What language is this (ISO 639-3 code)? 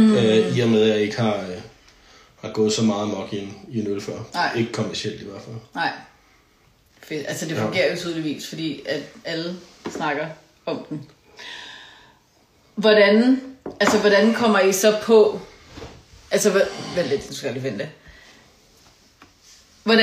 dan